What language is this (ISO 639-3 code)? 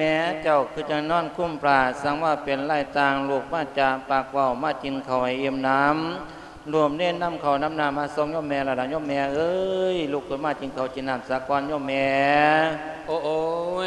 lao